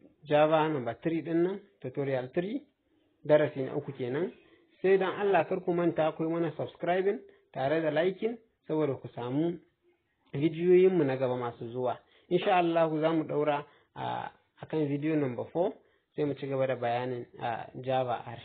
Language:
Hausa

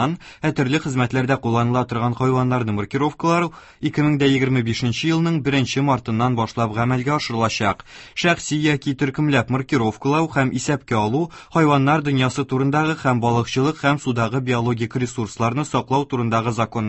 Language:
Tatar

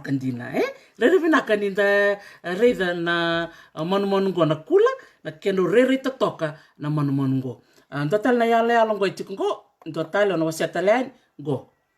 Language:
Fijian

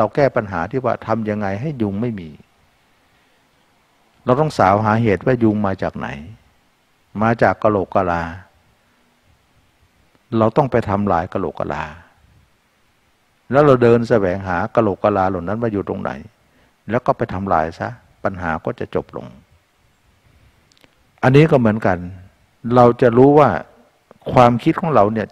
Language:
Thai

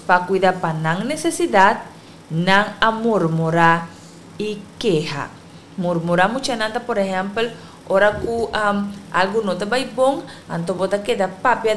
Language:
Papiamento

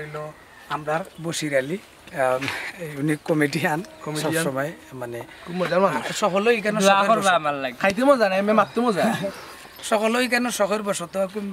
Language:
Sylheti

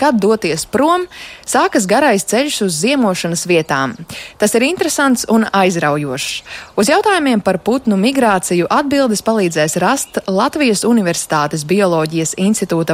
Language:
Latvian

